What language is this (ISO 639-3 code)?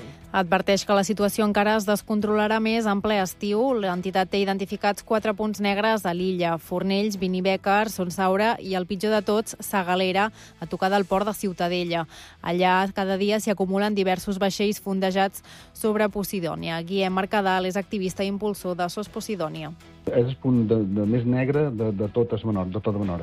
cat